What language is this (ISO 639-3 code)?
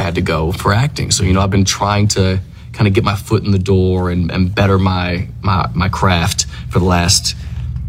eng